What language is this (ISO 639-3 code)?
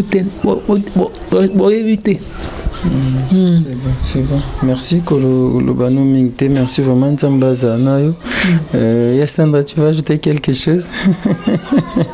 lin